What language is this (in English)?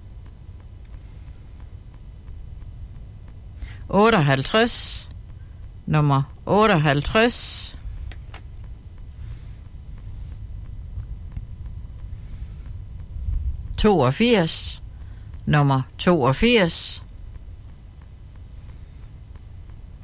Danish